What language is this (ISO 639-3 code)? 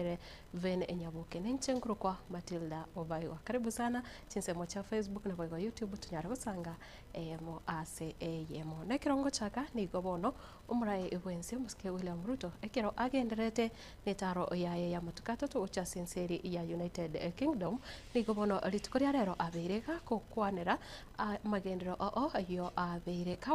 guz